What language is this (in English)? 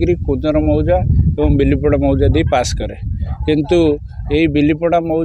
Odia